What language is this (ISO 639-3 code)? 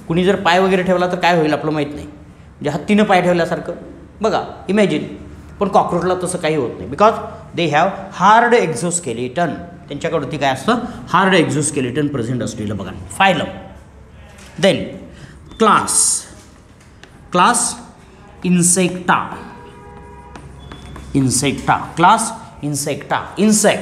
mar